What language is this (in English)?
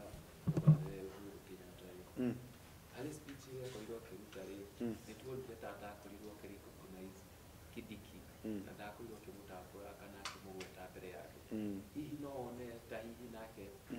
Kikuyu